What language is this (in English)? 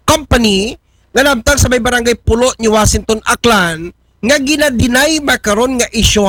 Aklanon